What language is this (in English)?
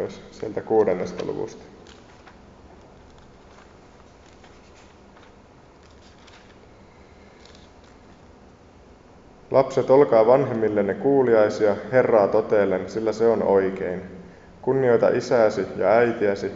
Finnish